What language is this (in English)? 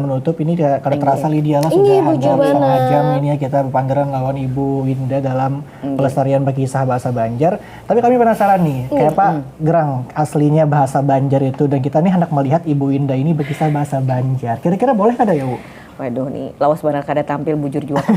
Banjar